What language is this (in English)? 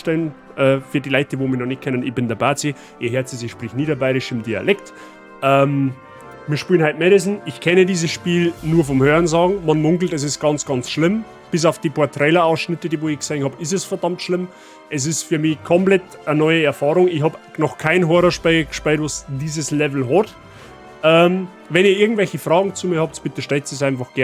Bavarian